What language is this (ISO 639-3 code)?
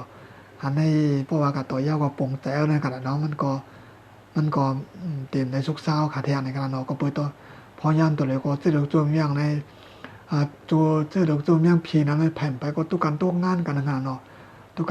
shn